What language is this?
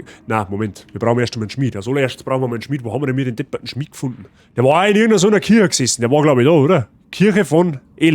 Bavarian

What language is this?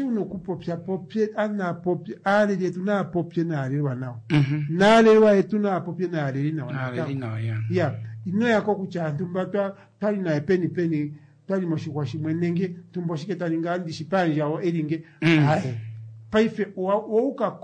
Kuanyama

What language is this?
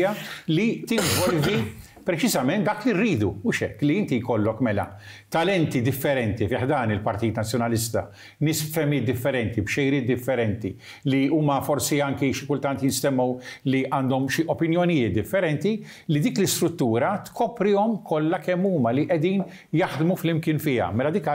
Maltese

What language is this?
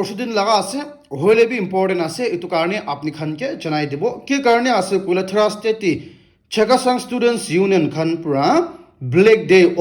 Naga Pidgin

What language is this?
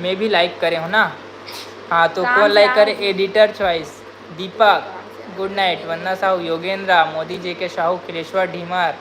Chhattisgarhi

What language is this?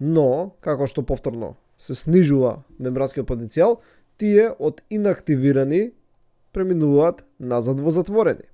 Macedonian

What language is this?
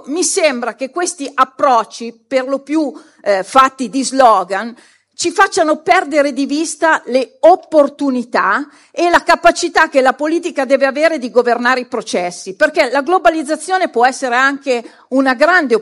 Italian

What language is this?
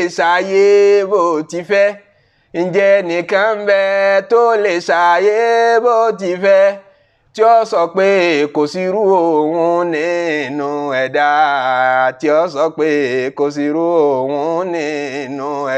Yoruba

